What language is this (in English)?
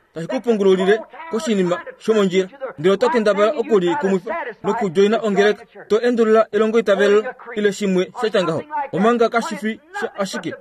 Kuanyama